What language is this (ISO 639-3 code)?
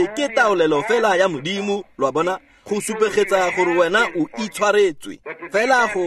tsn